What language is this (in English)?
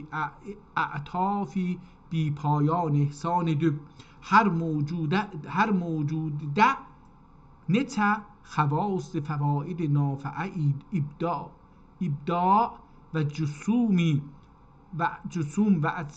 South Azerbaijani